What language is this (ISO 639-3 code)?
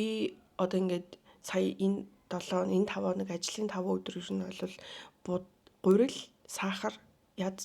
mon